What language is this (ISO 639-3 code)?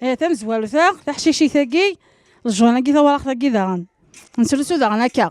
kab